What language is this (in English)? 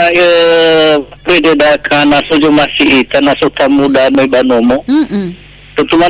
Nias